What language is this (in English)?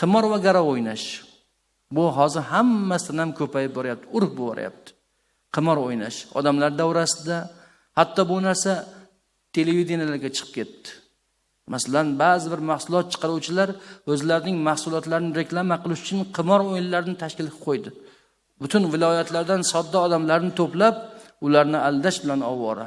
Uzbek